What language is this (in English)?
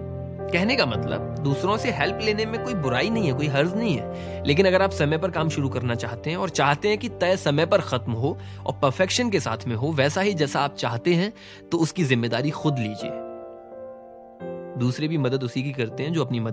Hindi